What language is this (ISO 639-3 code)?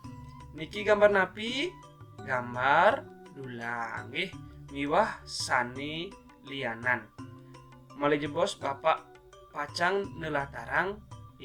ban